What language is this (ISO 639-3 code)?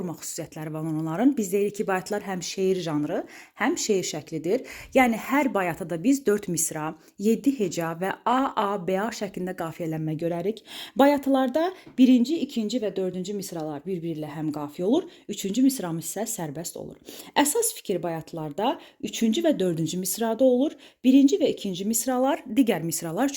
aze